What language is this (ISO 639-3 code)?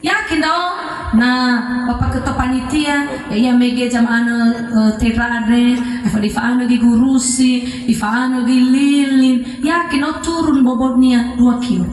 nia